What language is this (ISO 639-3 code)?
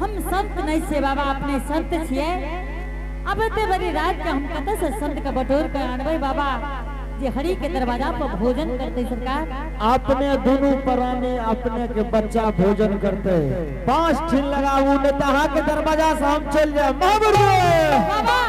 anp